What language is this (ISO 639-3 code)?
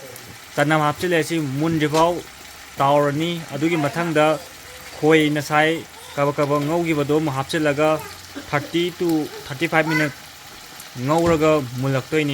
mni